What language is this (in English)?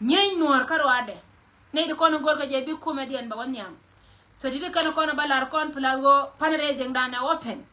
Nuer